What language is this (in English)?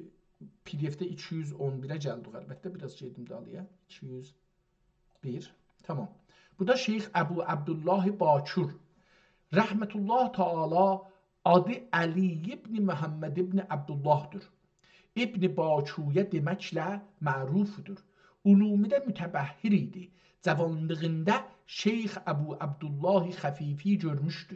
South Azerbaijani